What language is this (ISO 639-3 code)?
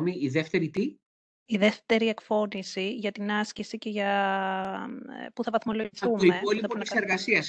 ell